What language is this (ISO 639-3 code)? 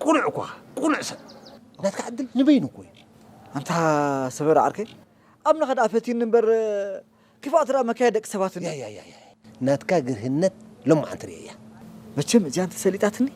tir